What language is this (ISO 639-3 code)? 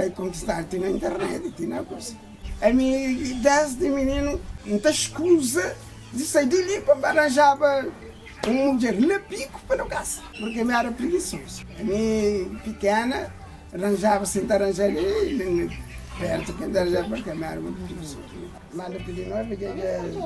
kea